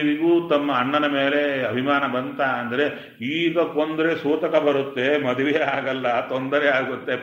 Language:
Kannada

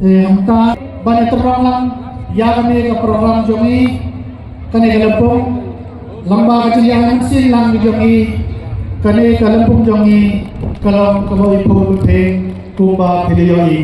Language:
Khasi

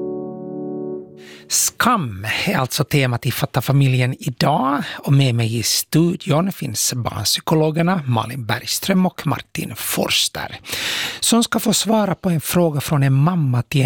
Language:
Swedish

